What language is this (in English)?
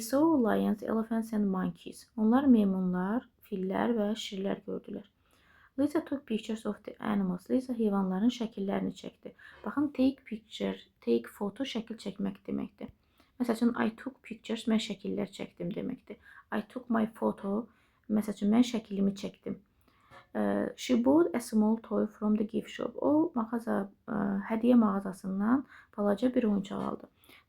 Azerbaijani